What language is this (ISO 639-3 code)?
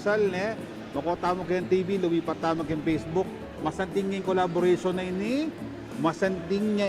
pam